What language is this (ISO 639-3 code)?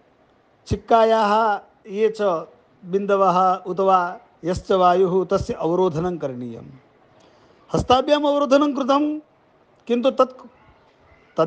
san